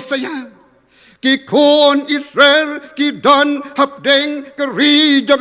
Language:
Khasi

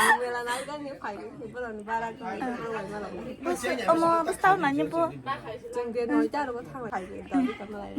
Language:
Kok Borok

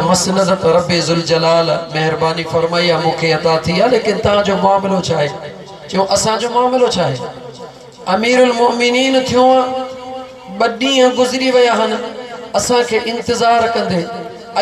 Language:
Sindhi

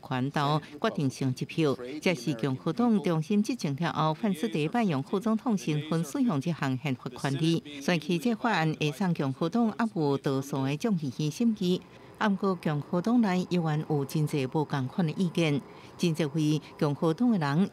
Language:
Min Nan Chinese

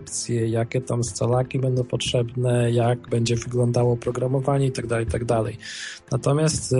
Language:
Polish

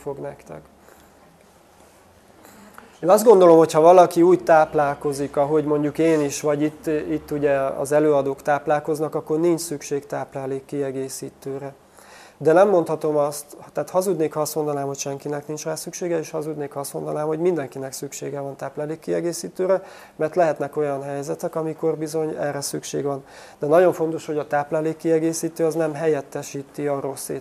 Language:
Hungarian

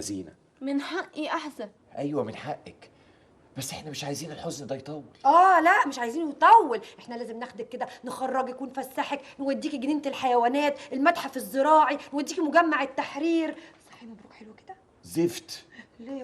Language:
Egyptian Arabic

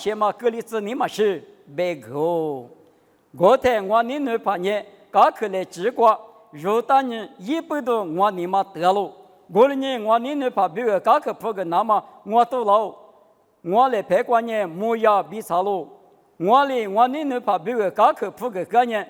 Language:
Lisu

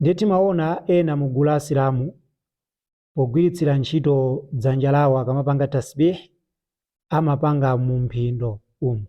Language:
Nyanja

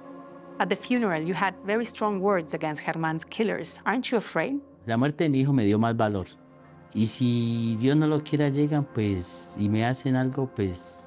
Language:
Spanish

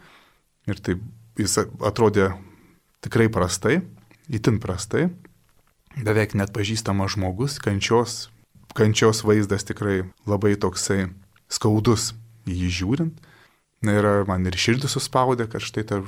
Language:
Lithuanian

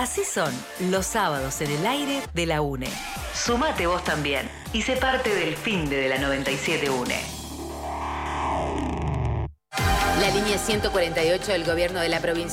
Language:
Spanish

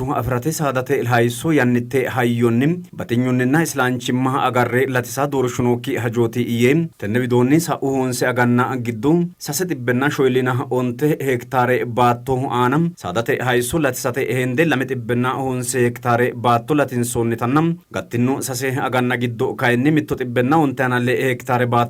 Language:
Sidamo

